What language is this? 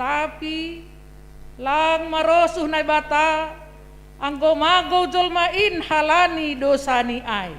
Batak Simalungun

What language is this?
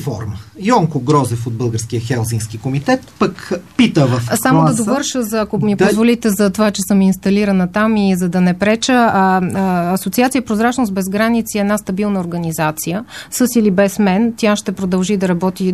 Bulgarian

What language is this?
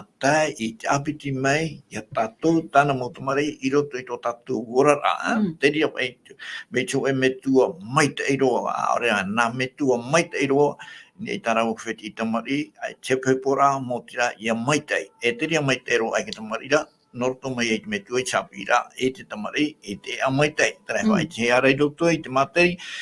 Tahitian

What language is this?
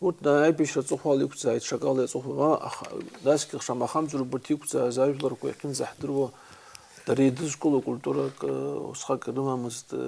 Abkhazian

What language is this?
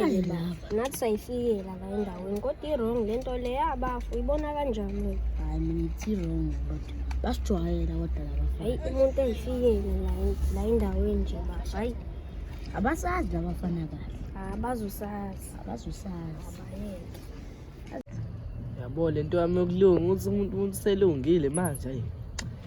Zulu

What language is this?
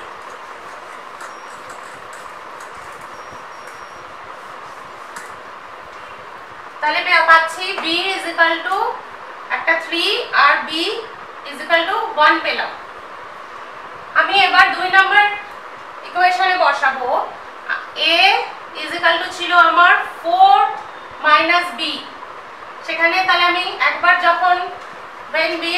Bangla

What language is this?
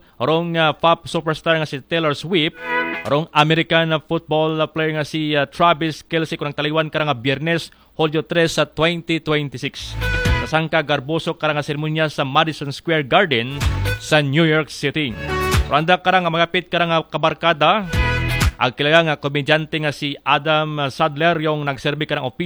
Aklanon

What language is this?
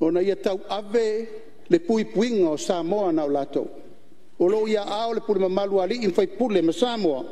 Samoan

